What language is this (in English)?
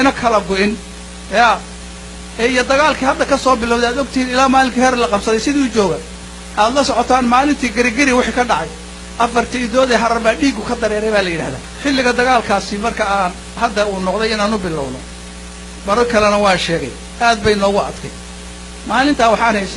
Somali